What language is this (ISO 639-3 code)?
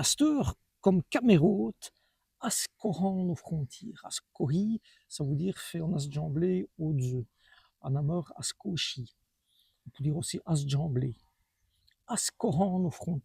wln